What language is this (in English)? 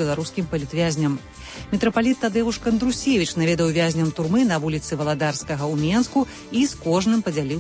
Belarusian